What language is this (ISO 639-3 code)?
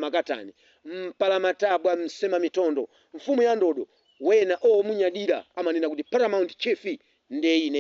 nya